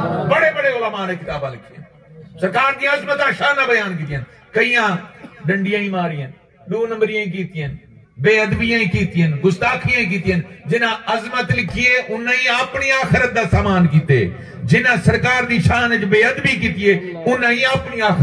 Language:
Saraiki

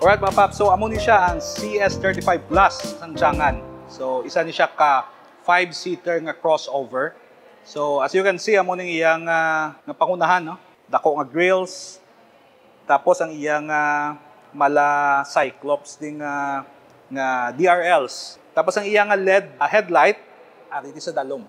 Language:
Hiligaynon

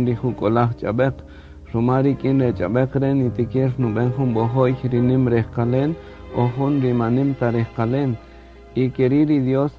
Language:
Kaqchikel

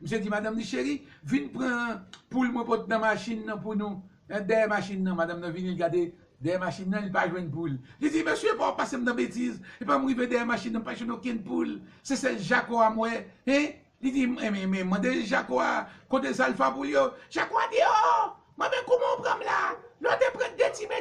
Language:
Haitian Creole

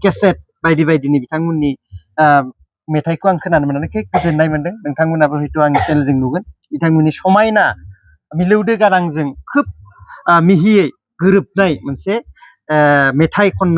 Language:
Bodo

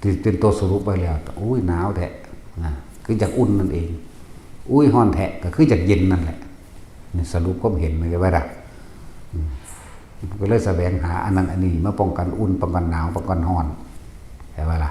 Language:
Northeastern Thai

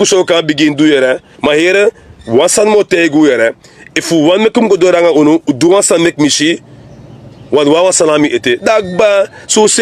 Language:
Sranan Tongo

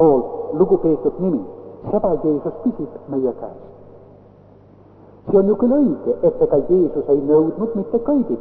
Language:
Estonian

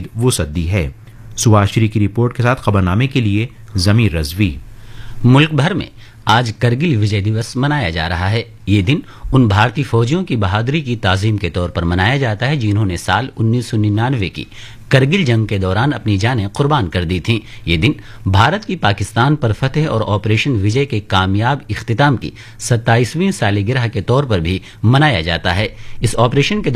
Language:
Urdu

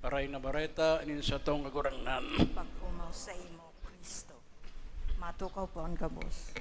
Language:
Bikol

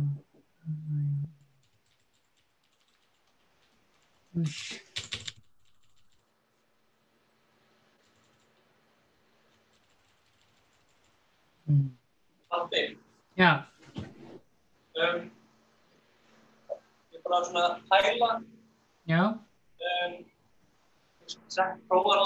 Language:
Icelandic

